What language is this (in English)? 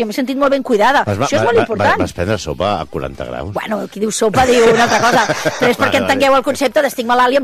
Catalan